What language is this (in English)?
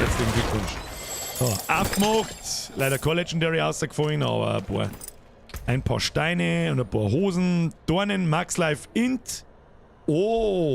Bavarian